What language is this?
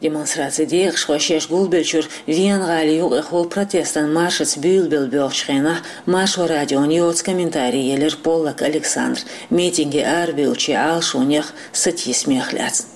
Chechen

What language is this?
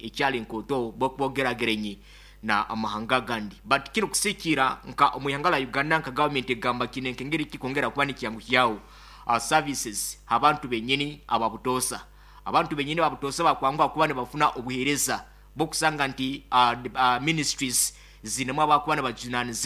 Nyankole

